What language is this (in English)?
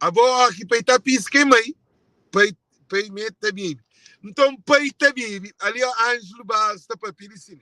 Kabuverdianu